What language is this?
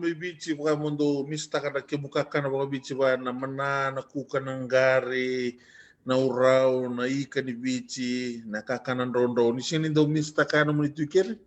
Fijian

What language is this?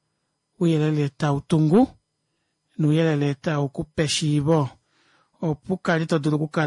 Kuanyama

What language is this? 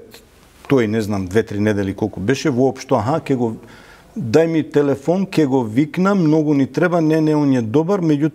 Macedonian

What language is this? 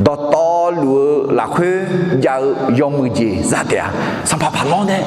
Akha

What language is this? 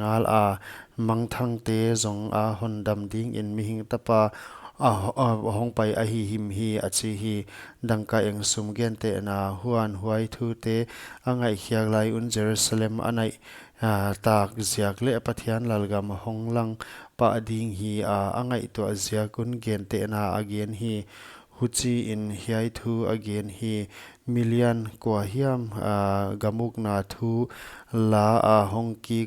Paite Chin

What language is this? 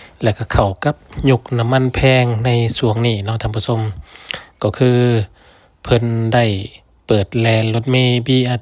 Lao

